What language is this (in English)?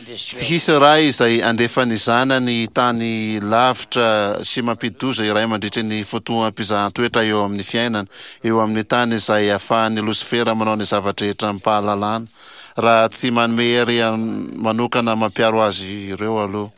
Malagasy